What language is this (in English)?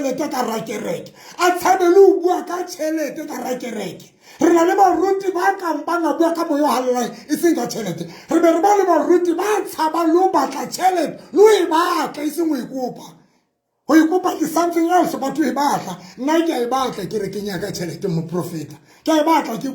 Southern Sotho